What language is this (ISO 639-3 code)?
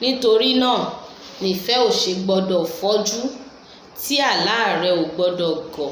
yor